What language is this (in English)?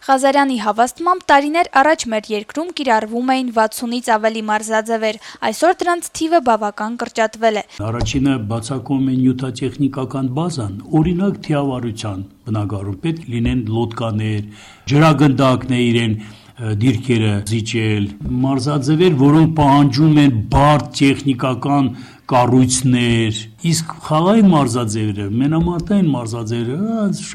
Armenian